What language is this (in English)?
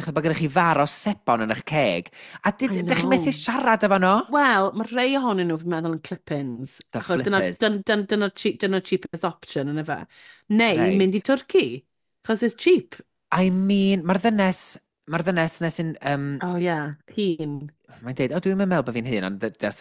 Welsh